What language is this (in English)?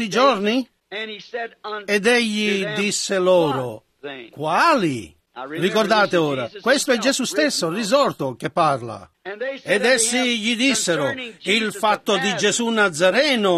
Italian